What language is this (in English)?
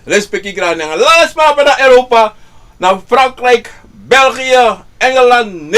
Sranan Tongo